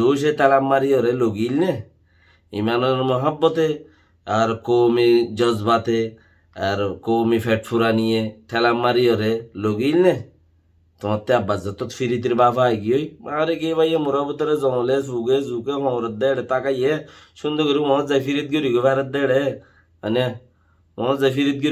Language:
Rohingya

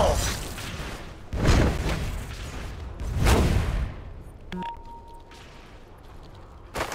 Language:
English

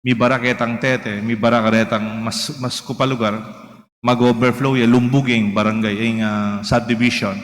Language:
Pampanga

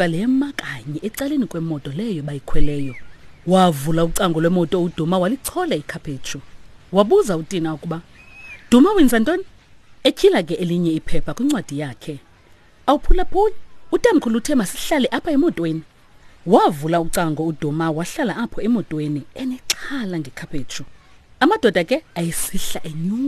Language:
Xhosa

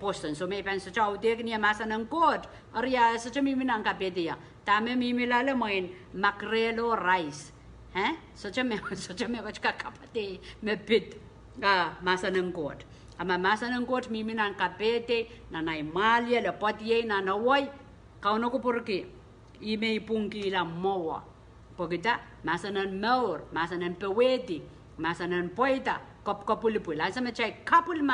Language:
Pohnpeian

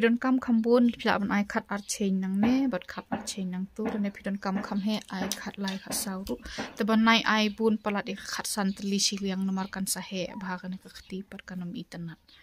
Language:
Khasi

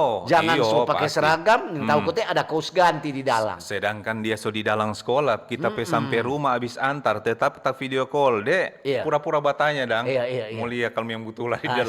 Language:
Manado Malay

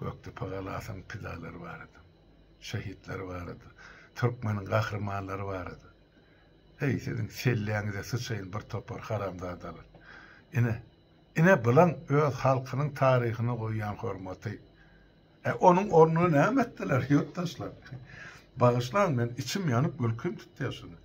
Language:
Turkmen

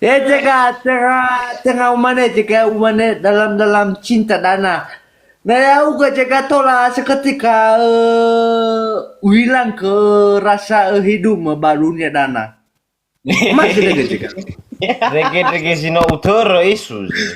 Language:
Nias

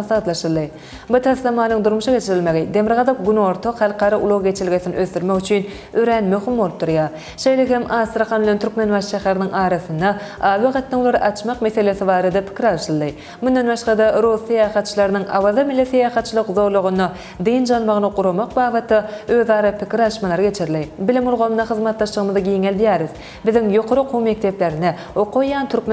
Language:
Turkmen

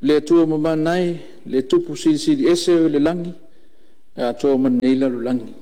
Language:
Samoan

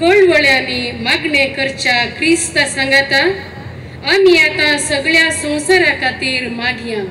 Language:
Konkani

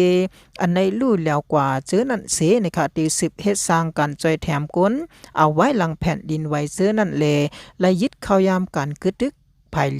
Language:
Shan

